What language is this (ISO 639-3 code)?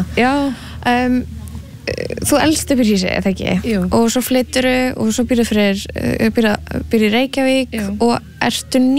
isl